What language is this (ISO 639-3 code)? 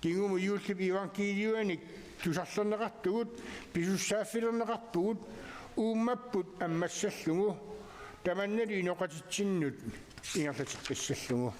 kal